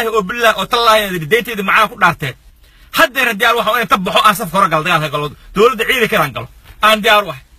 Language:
Somali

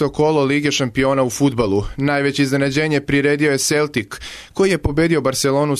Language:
Serbian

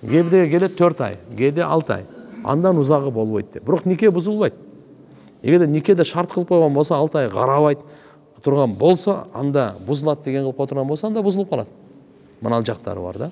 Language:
Kyrgyz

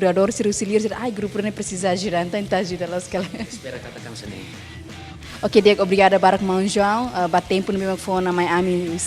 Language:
Tetum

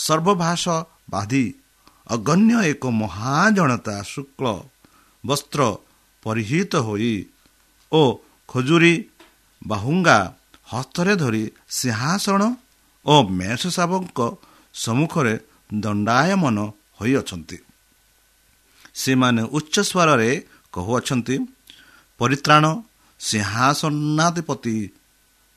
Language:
Odia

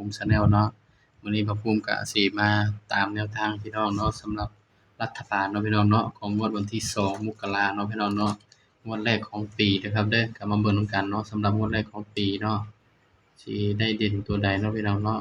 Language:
Northeastern Thai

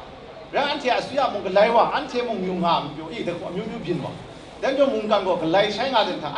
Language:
Kachin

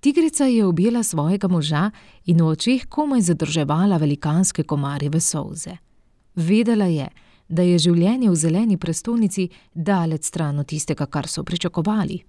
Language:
Slovenian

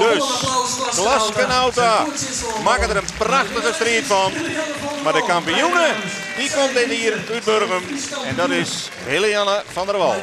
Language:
Western Frisian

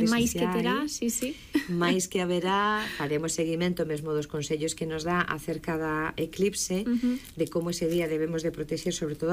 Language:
Galician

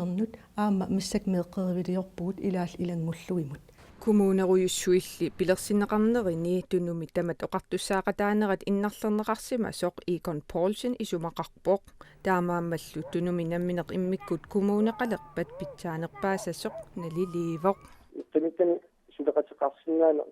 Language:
Kalaallisut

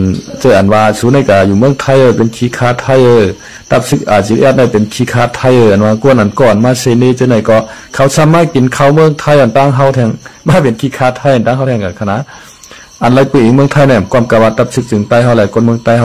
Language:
Shan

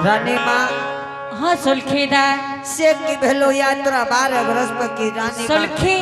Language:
Angika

